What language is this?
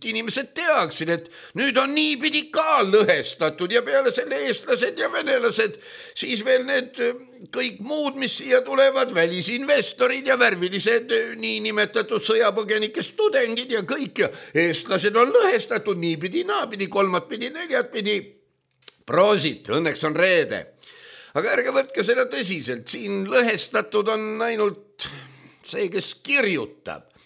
Estonian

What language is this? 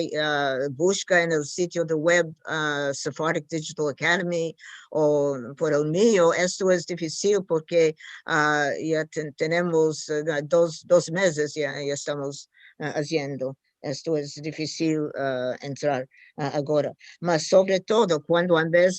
Ladino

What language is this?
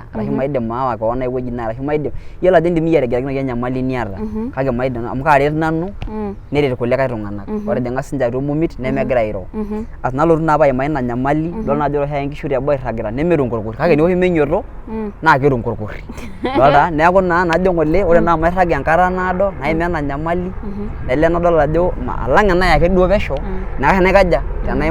Masai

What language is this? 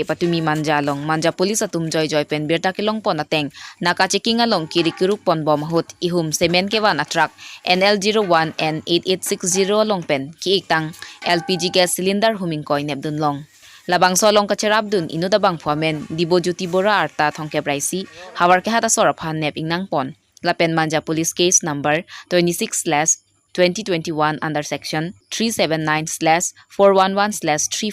Karbi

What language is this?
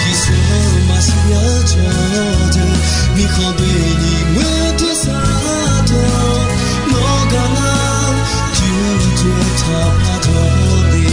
Akha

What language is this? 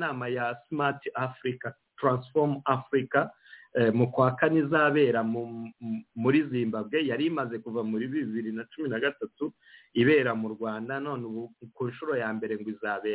Kinyarwanda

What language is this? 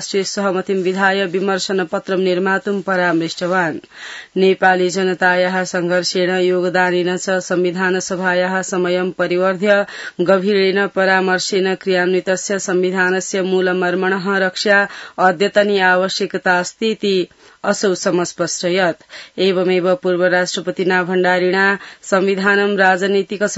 Sanskrit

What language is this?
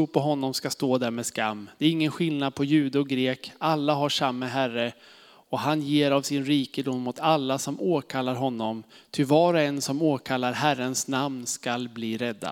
Swedish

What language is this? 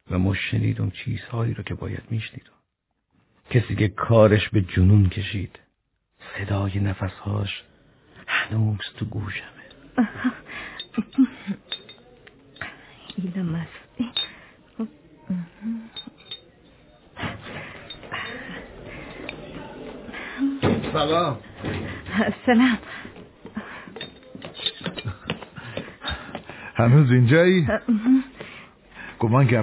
Persian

